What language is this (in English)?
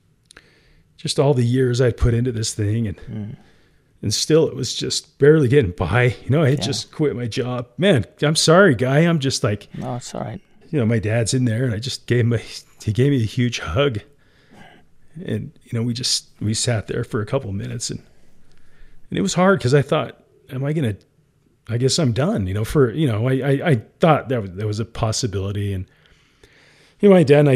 English